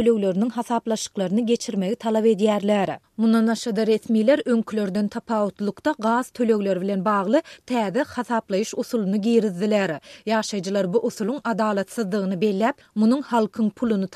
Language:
Turkmen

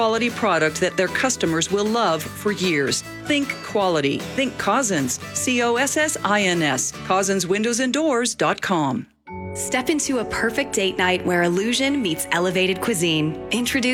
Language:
English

